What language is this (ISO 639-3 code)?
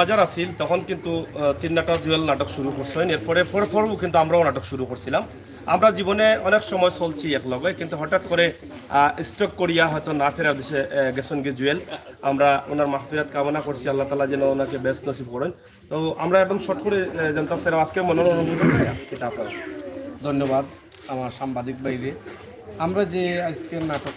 syl